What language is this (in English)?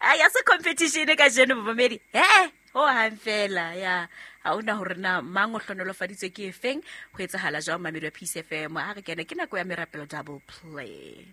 Southern Sotho